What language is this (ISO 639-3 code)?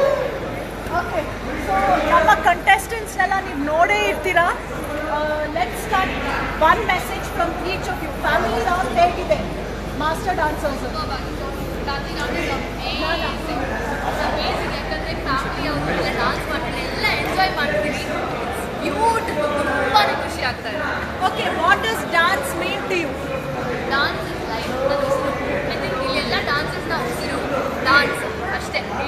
kan